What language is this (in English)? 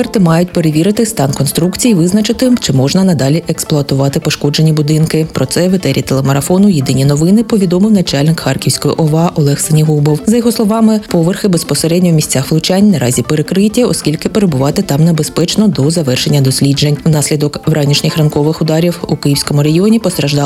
Ukrainian